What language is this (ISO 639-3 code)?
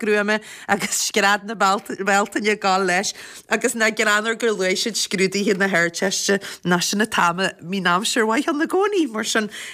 gle